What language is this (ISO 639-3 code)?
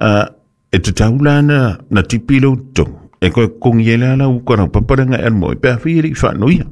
smo